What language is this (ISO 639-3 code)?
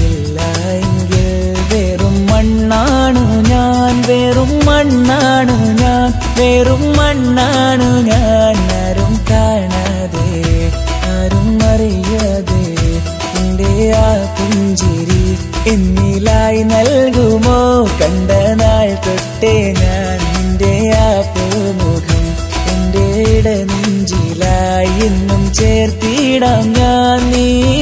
mal